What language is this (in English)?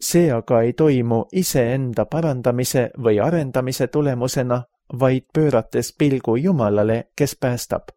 Estonian